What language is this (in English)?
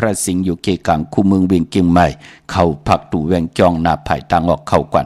Shan